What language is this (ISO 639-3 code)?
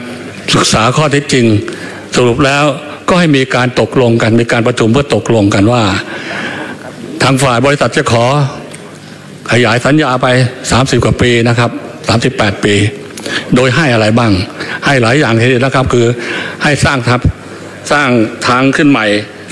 tha